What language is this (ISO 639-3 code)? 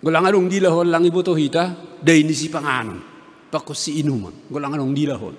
bts